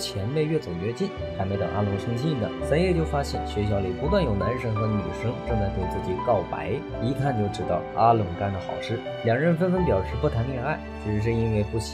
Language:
Chinese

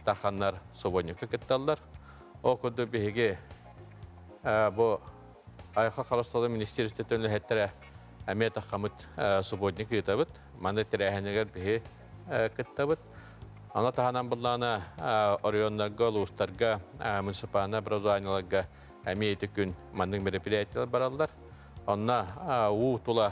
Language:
Yakut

